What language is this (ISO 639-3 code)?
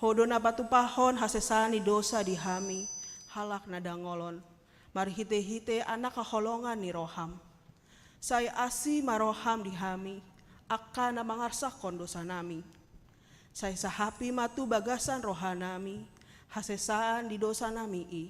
bbc